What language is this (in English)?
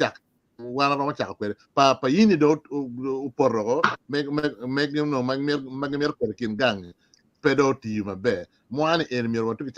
Acoli